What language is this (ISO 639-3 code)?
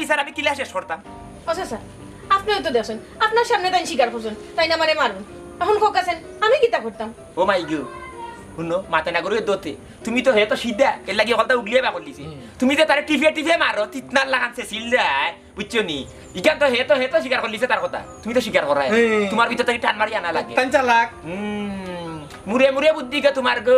syl